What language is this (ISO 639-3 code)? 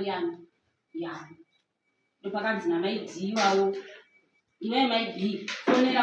sna